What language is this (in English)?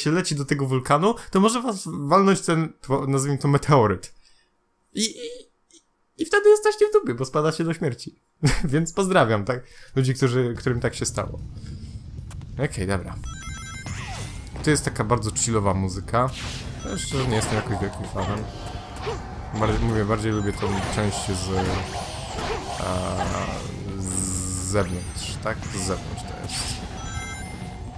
Polish